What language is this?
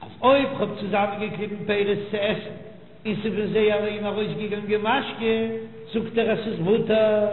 Yiddish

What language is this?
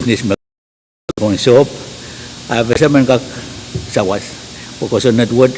Pohnpeian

